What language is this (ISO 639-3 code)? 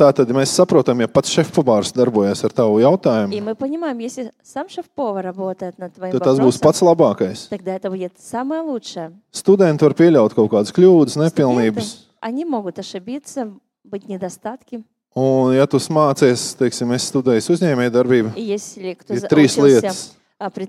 lav